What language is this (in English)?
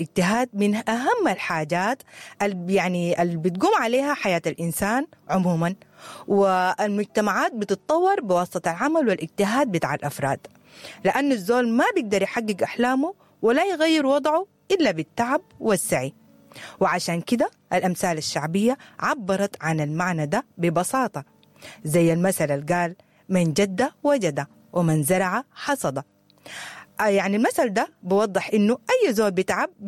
Sudanese Arabic